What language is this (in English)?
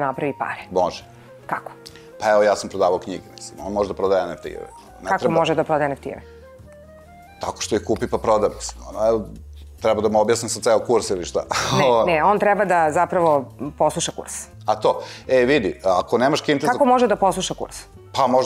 Serbian